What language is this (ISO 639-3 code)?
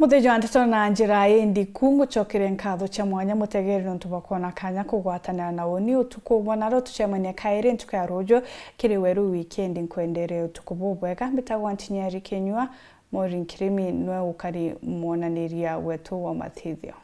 mer